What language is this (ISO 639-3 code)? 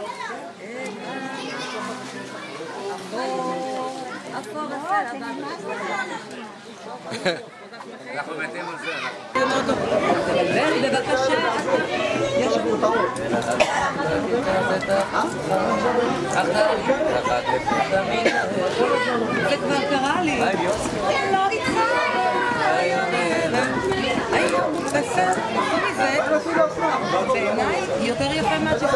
heb